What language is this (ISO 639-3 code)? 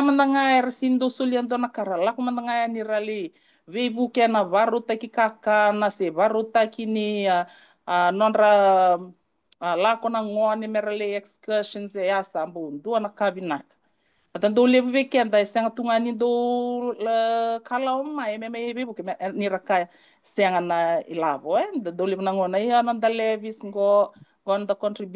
fij